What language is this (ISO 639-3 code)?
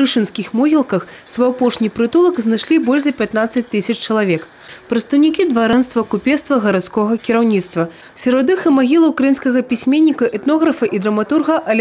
bel